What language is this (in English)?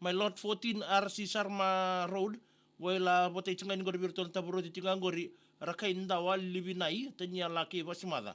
Fijian